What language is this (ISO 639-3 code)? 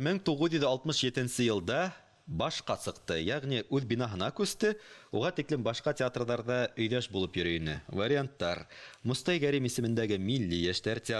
bak